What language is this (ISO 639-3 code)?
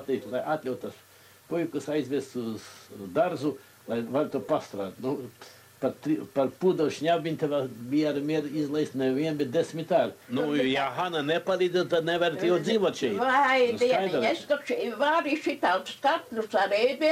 lav